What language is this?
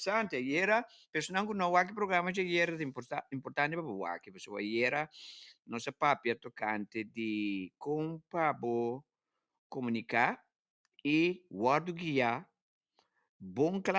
Papiamento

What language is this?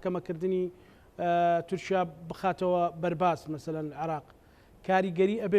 Central Kurdish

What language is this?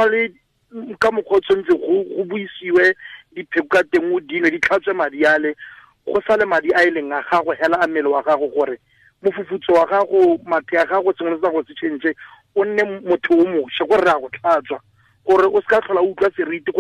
Tswana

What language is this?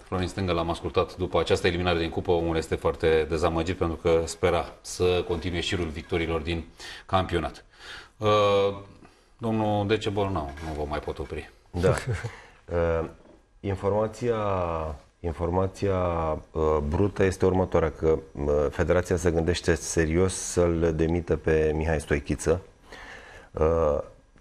Romanian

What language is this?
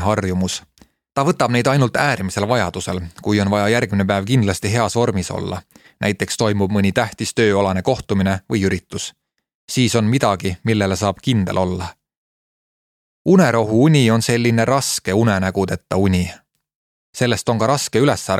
Estonian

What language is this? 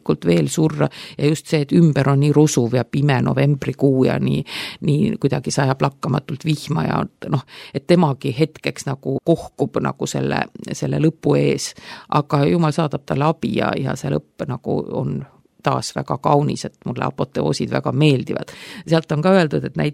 Estonian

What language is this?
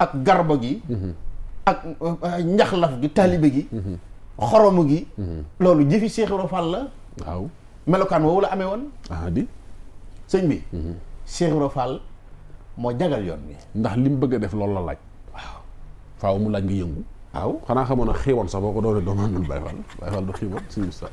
Wolof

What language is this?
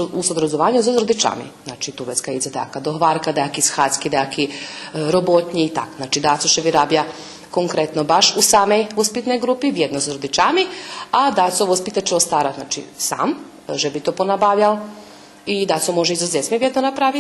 Rusyn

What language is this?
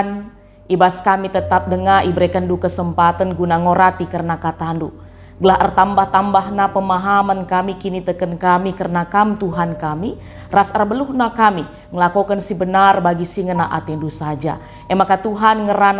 Batak Karo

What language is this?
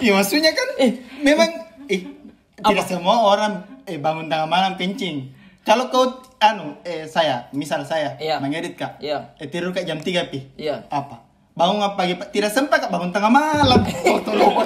Makassar Malay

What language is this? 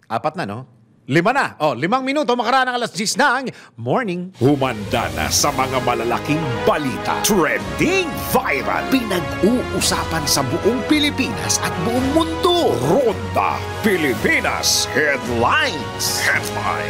Filipino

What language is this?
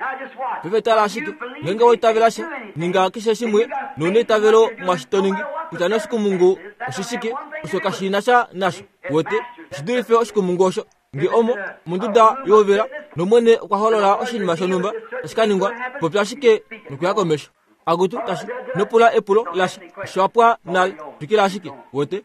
Kuanyama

